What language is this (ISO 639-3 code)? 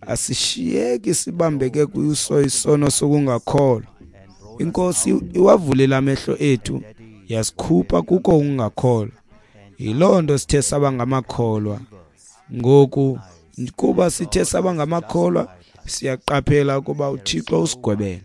xho